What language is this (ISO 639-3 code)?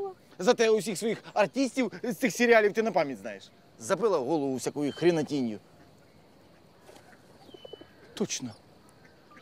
ukr